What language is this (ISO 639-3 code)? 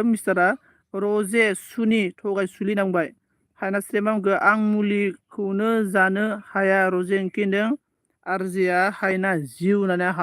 brx